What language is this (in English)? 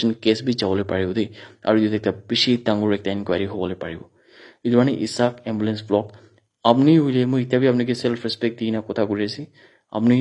Naga Pidgin